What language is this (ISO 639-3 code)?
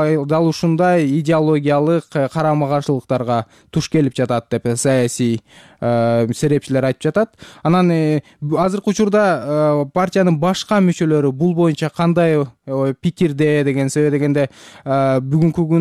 kir